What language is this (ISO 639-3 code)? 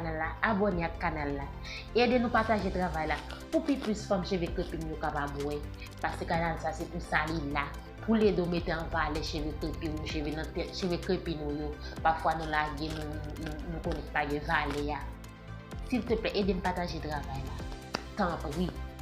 hat